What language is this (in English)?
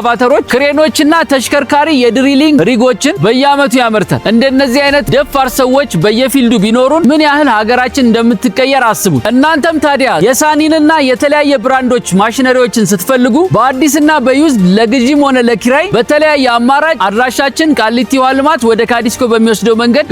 Amharic